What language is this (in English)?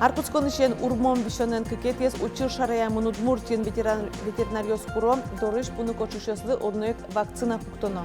Udmurt